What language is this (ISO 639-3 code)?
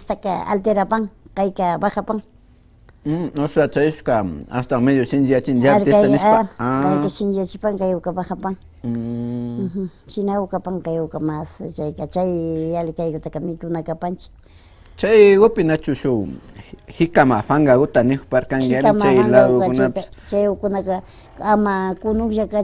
qvi